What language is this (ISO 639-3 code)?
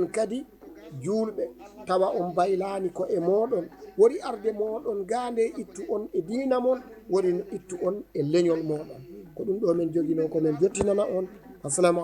ful